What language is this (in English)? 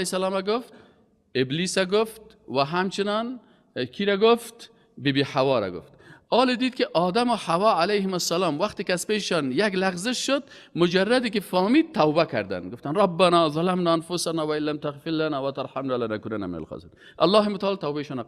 Persian